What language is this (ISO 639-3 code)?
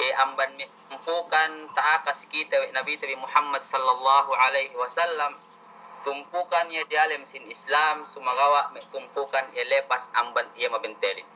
yka